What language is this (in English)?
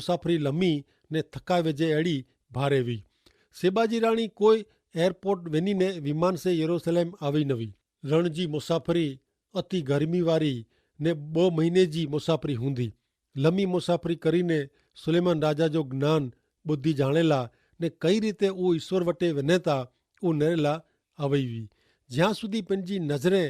Kachhi